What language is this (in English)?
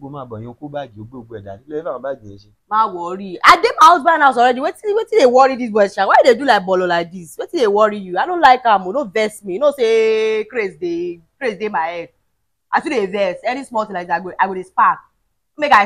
Yoruba